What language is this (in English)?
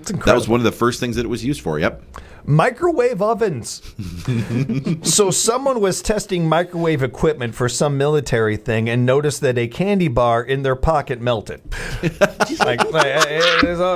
English